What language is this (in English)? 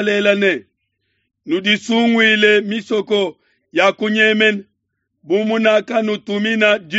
Luba-Lulua